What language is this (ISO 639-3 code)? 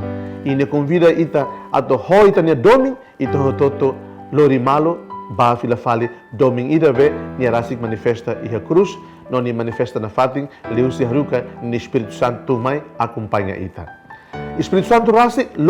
tet